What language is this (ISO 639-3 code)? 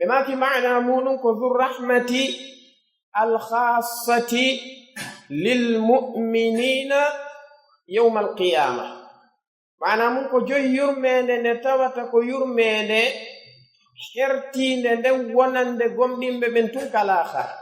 fuf